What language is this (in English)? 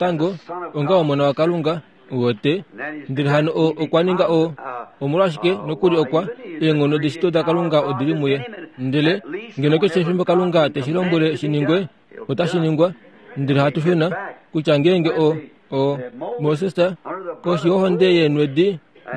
Kuanyama